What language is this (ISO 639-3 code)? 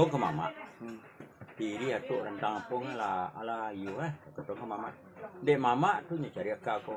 min